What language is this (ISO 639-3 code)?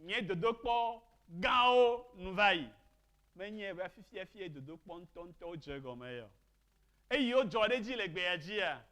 ewe